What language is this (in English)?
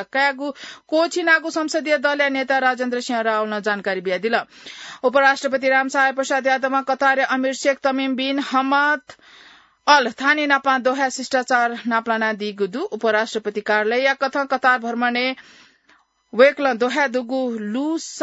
Newari